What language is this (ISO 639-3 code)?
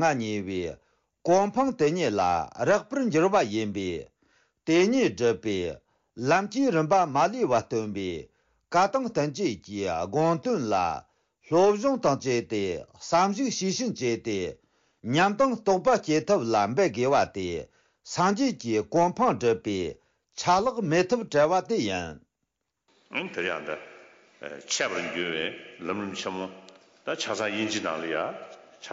bod